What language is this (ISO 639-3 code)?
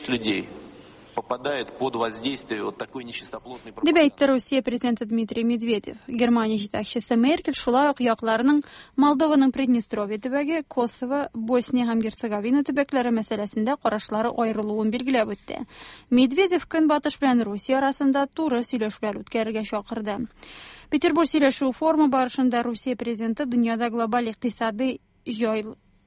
tat